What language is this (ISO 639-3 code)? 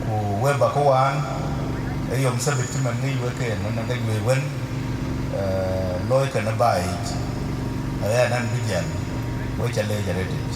din